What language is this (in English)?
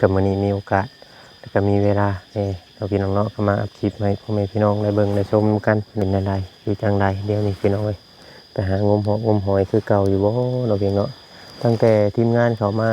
Northeastern Thai